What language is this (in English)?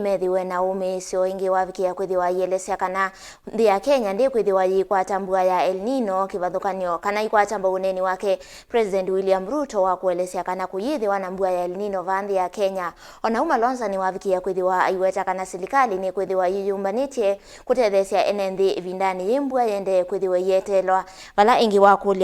Kamba